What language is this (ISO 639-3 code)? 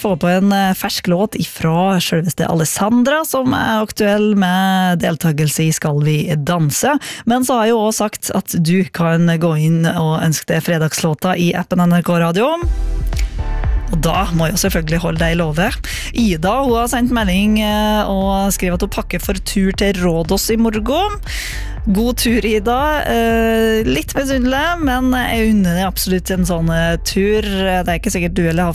nor